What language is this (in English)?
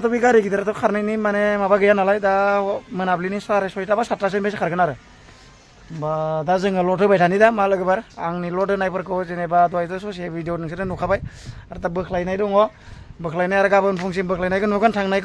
Bodo